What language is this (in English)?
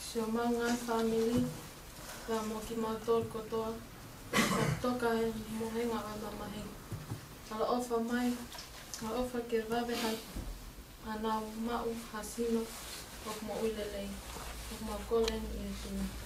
Tongan